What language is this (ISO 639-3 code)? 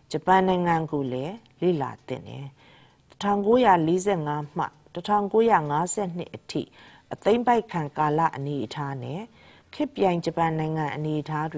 mya